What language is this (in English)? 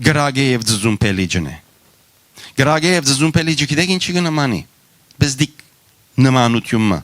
Western Armenian